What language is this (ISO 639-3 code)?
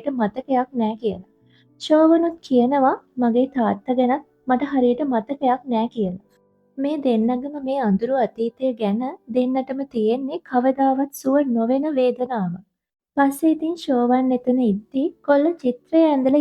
sin